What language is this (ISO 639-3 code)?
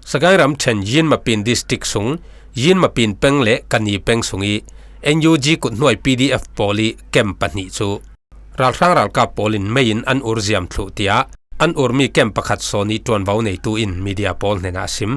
cfm